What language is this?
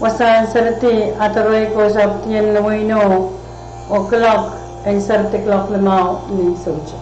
Pohnpeian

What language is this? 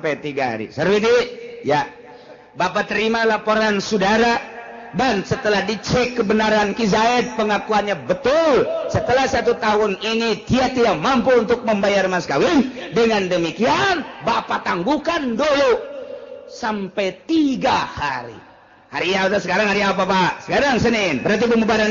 Sundanese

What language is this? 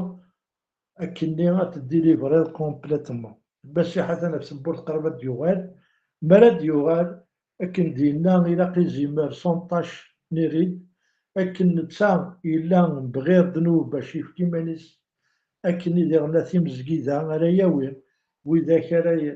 Kabyle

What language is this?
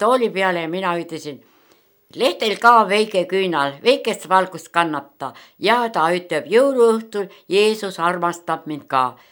Estonian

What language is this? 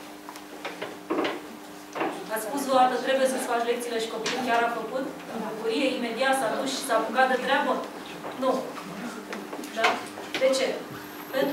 Romanian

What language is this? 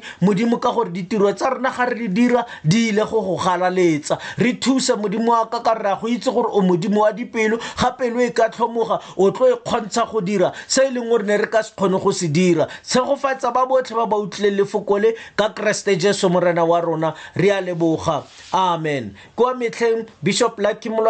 Tswana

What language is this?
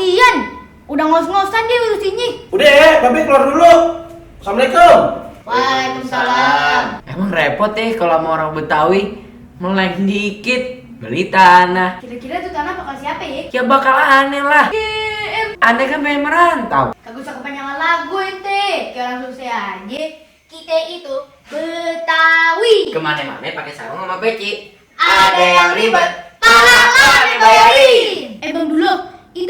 Betawi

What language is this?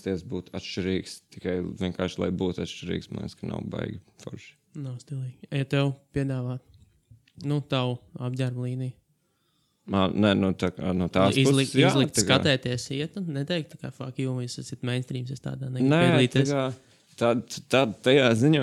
Latvian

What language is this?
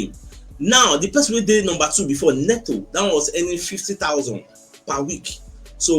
Nigerian Pidgin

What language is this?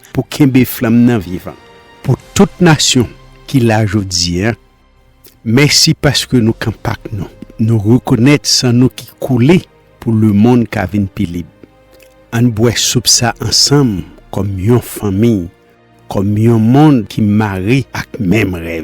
Haitian Creole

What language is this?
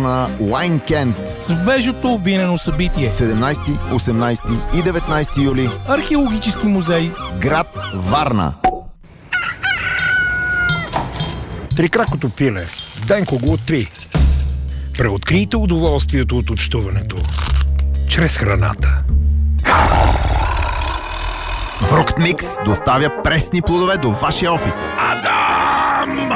Bulgarian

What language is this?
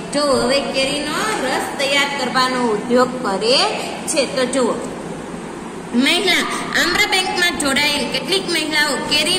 Gujarati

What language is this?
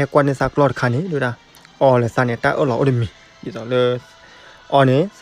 S'gaw Karen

